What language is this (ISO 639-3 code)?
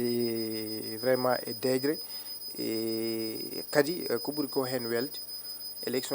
ful